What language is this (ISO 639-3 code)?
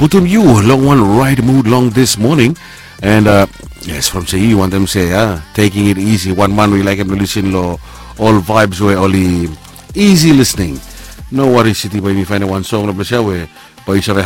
bis